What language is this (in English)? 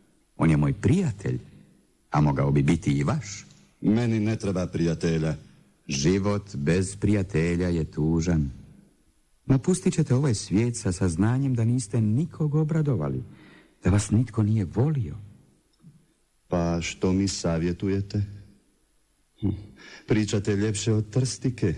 Bosnian